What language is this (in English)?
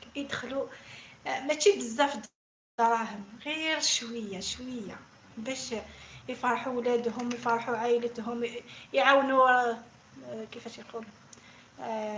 Algerian Arabic